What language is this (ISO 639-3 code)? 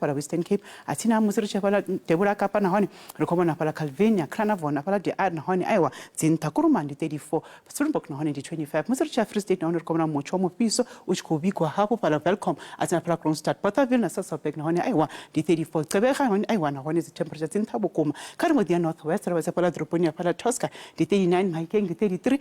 ven